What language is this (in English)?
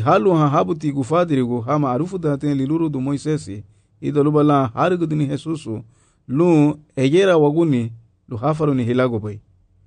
Garifuna